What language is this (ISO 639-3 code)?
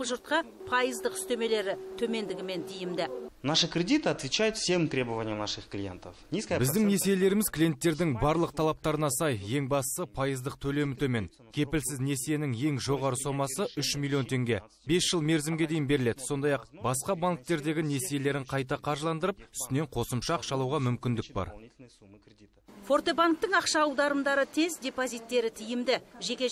kaz